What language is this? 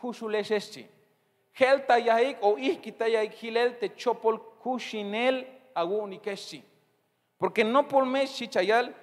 Tzeltal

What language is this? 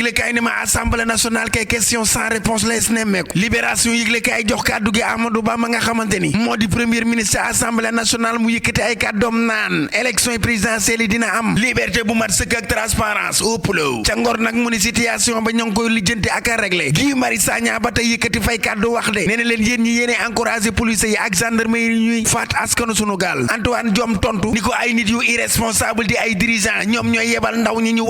Wolof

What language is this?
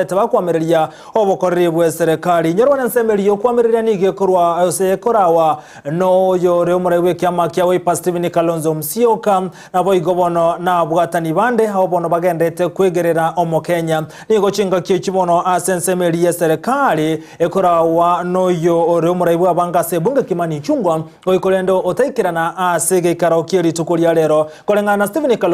Gusii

